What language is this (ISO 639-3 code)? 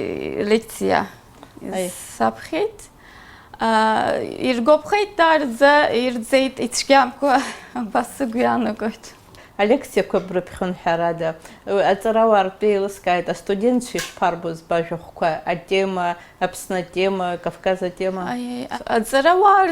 abk